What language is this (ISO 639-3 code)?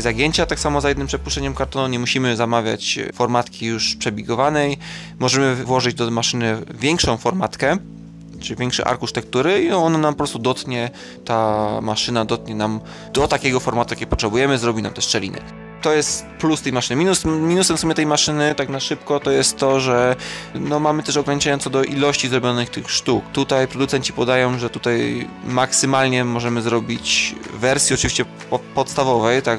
pol